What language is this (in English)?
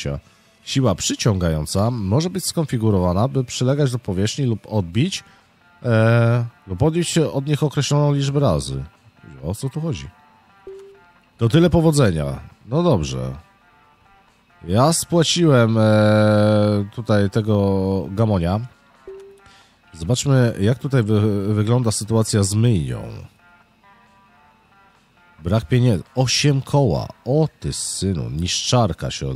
Polish